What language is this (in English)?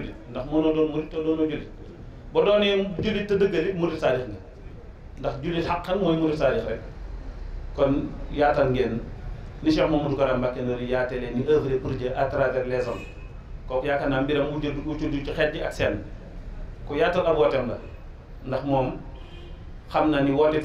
Wolof